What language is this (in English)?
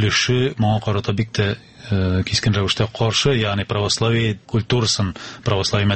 Tatar